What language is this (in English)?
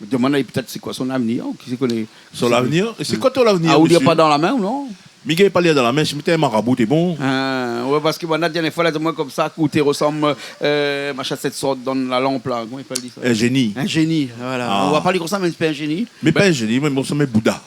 Réunion Creole French